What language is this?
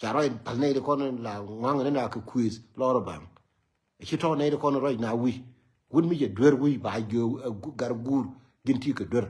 Nuer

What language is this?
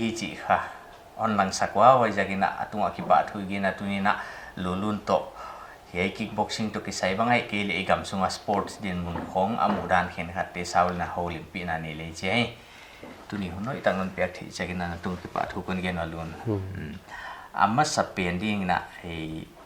Paite Chin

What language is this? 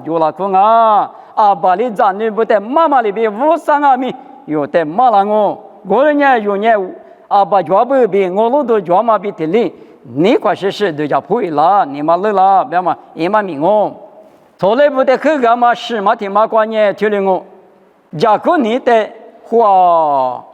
Lisu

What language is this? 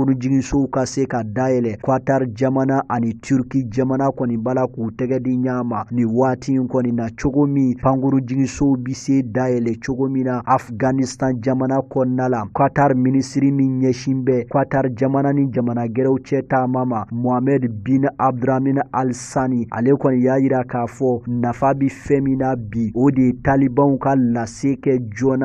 Bambara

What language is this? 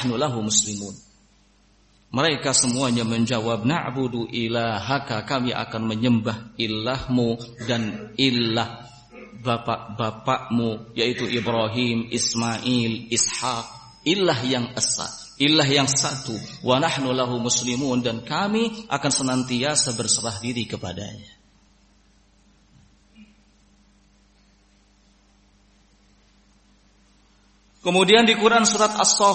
Indonesian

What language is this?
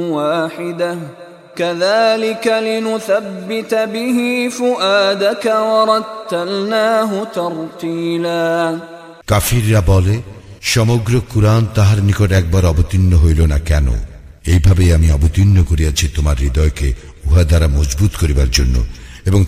Bangla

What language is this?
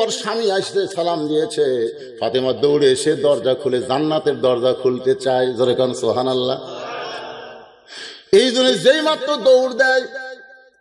Bangla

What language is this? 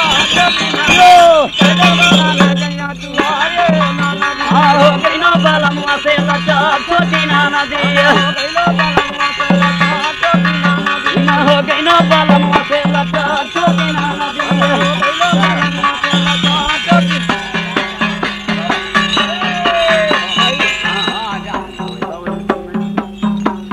Bhojpuri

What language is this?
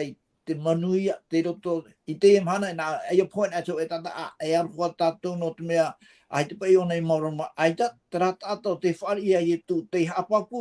Tahitian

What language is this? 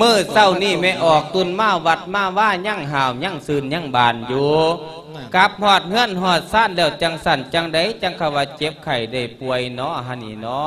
Lao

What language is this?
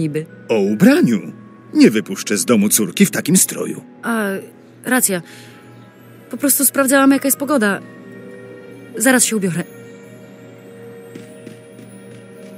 Polish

